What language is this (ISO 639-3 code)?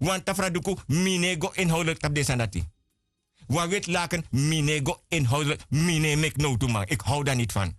srn